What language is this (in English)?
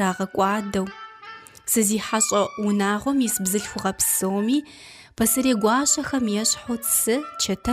Kabardian